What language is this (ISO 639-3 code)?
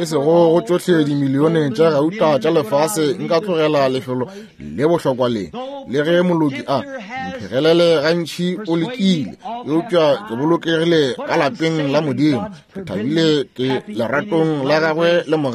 nso